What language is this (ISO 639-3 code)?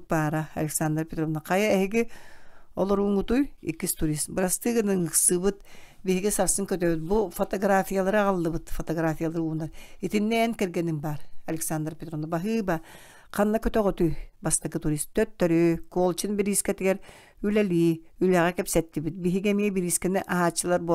sah